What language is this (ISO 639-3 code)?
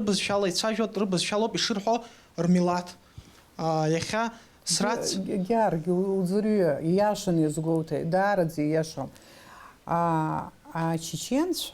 abk